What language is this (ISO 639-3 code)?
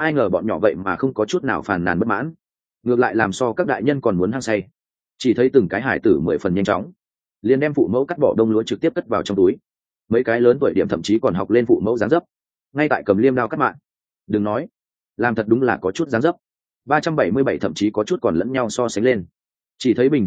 vie